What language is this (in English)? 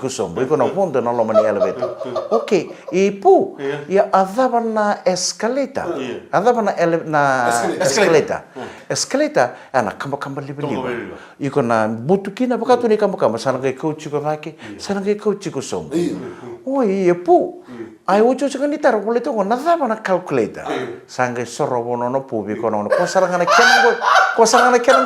Fijian